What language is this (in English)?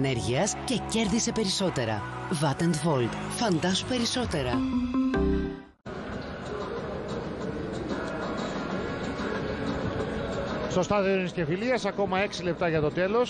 Greek